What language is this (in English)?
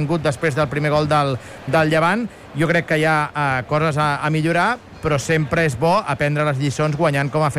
Catalan